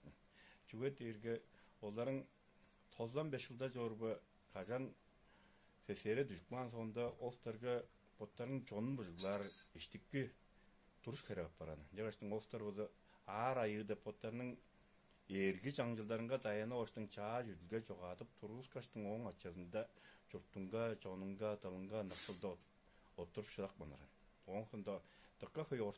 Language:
Tuvinian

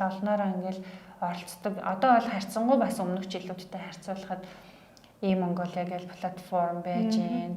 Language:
Mongolian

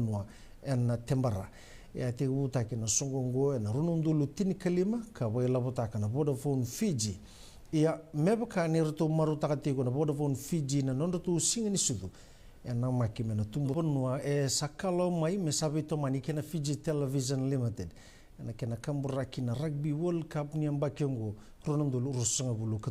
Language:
Fijian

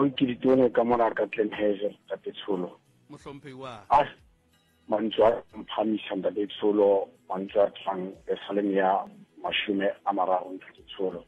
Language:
Southern Sotho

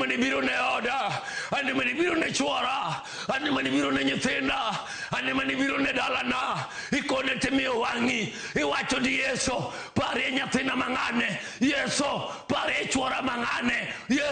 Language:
Luo (Kenya and Tanzania)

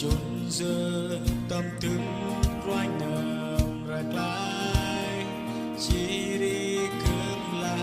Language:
Central Mnong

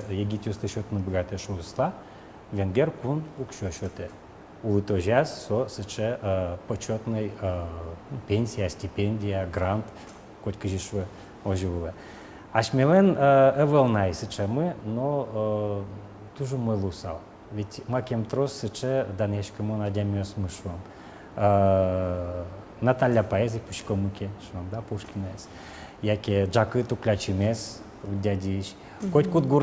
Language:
Udmurt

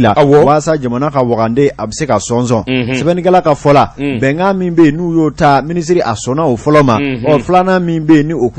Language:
Bambara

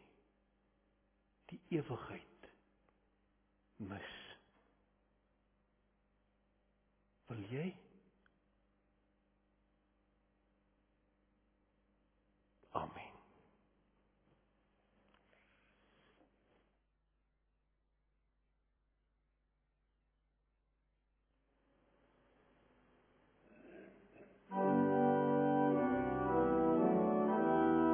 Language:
Afrikaans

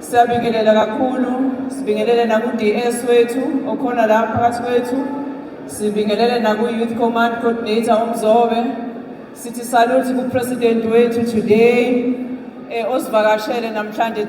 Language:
Zulu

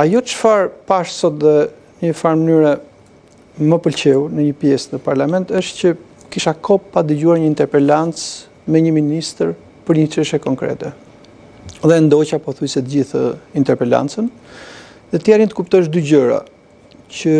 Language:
Albanian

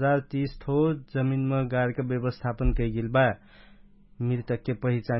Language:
Dangaura Tharu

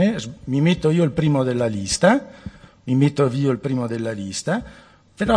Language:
Italian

